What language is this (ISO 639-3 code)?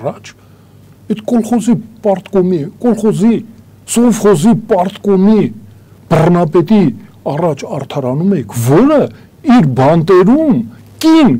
hye